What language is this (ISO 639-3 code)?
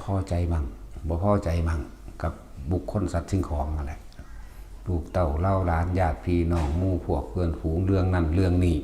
tts